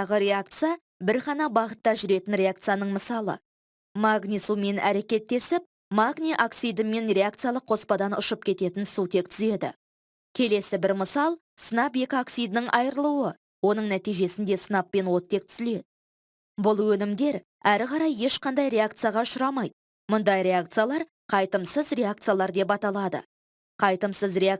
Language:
Kazakh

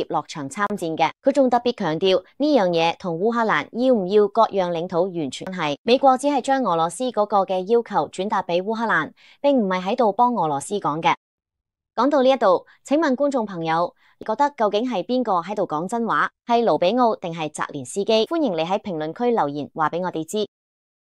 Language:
Cantonese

